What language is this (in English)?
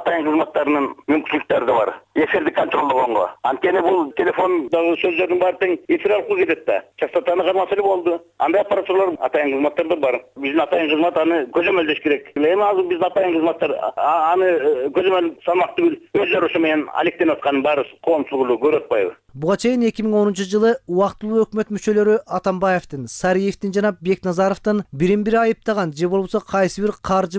Kyrgyz